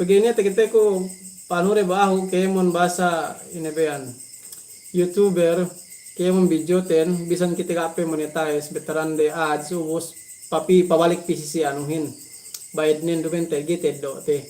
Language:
Yakan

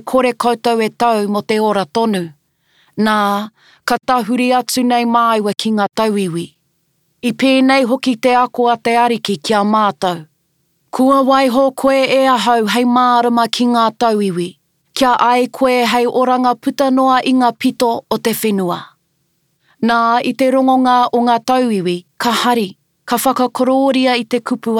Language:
Māori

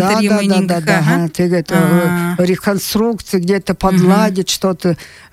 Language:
Buriat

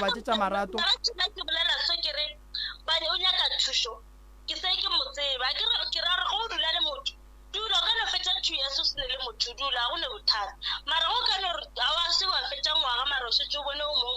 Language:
Northern Sotho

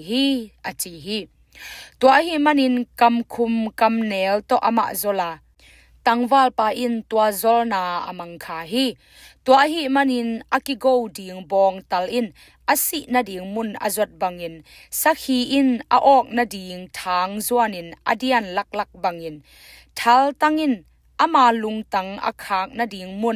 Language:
Tedim Chin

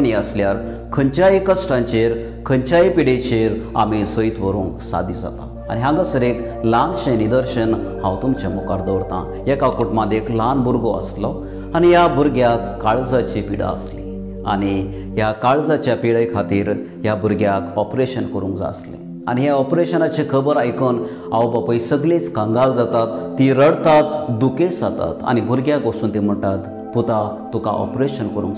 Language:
Konkani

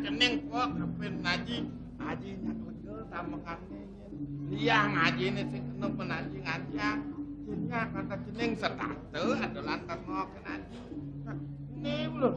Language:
Balinese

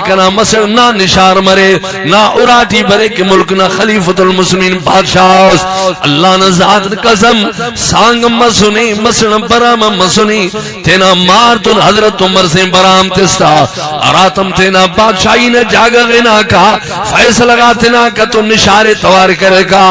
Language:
Brahui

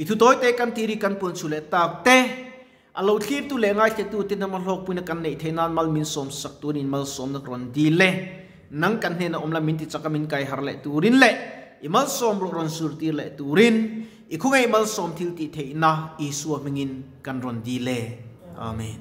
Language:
Mizo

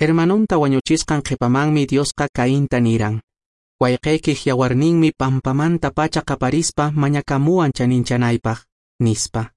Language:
Quechua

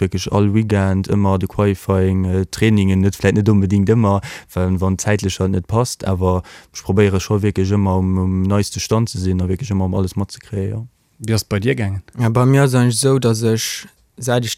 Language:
Luxembourgish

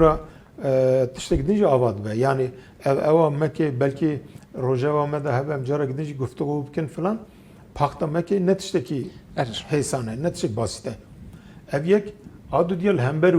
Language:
Kurdish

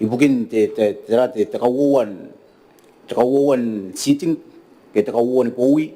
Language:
Gilbertese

